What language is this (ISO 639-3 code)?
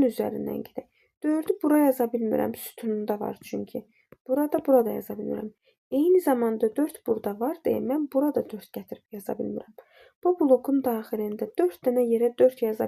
aze